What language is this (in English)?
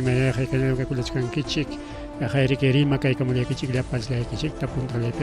Ayacucho Quechua